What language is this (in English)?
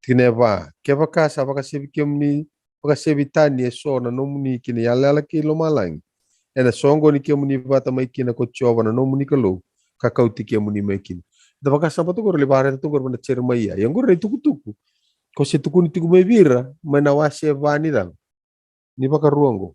Fijian